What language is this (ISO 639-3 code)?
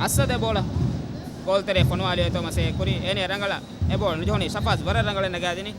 div